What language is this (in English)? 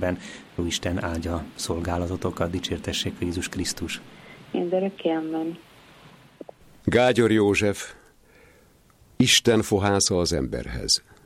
Hungarian